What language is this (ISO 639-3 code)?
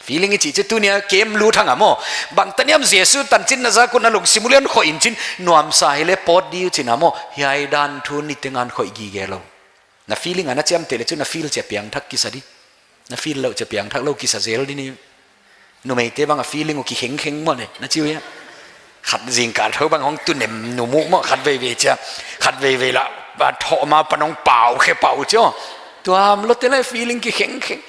pck